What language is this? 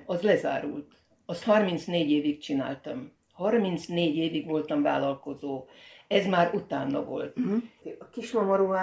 Hungarian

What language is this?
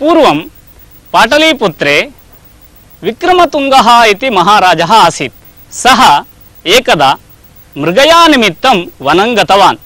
Sanskrit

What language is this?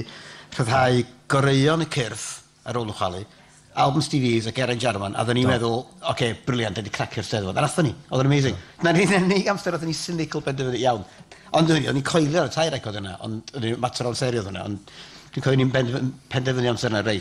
Welsh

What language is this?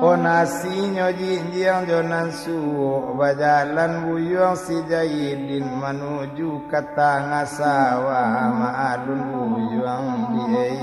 Minangkabau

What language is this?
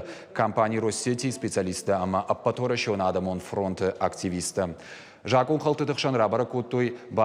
Ossetic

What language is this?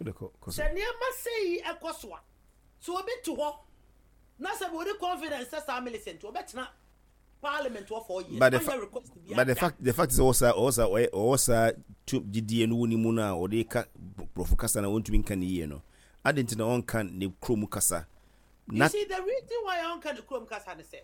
Akan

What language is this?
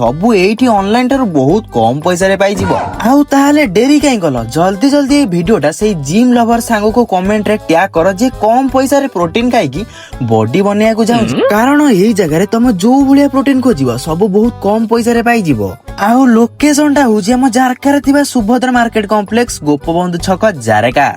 Odia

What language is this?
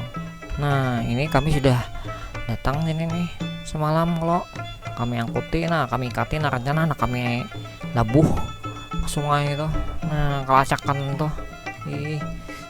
Banjar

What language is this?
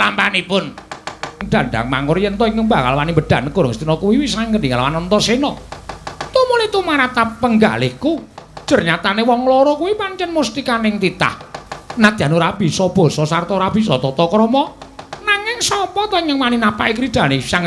Javanese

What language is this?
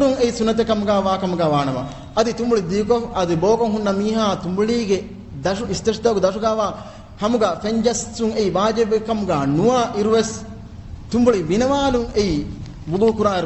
Divehi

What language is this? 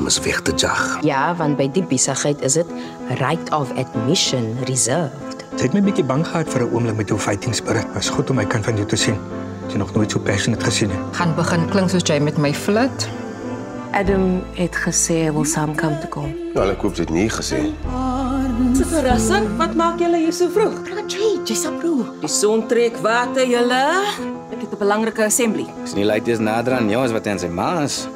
Afrikaans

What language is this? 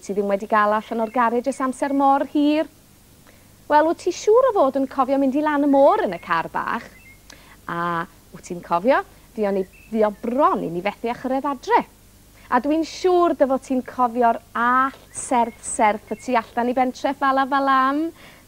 Welsh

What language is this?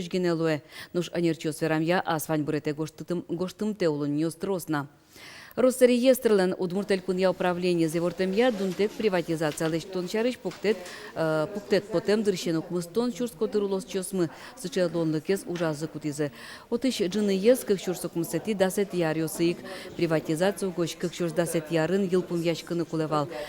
Udmurt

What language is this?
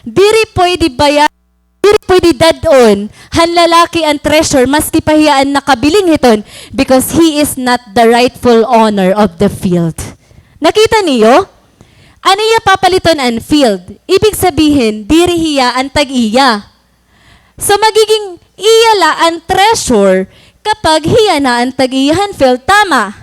Waray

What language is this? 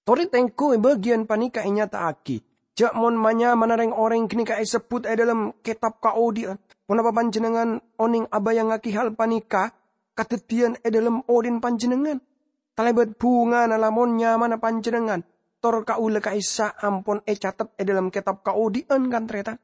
Madurese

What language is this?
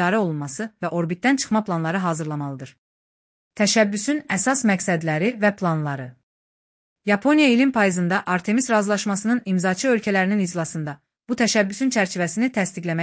Azerbaijani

